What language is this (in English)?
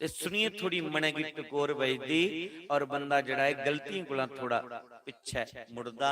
Dogri